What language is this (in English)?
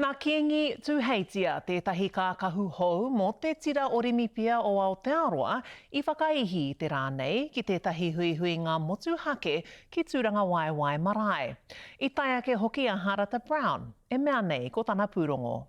Māori